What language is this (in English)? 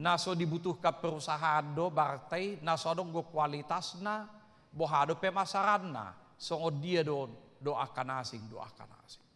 Batak Toba